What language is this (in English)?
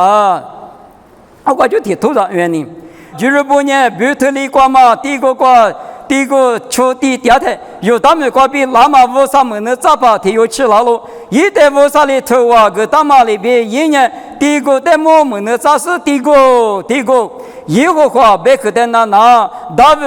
Lisu